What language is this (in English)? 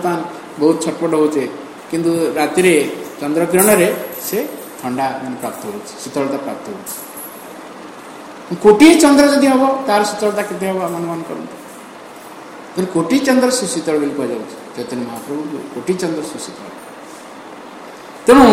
Odia